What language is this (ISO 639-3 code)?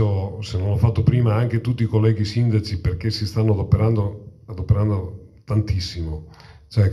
ita